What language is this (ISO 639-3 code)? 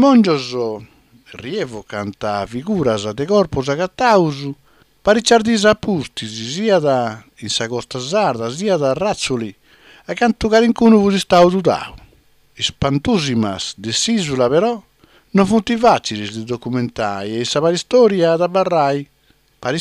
srd